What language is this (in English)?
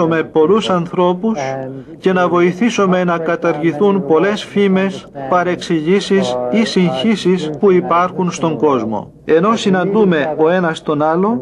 Greek